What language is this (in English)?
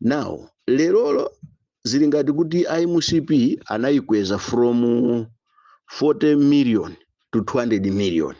Nyanja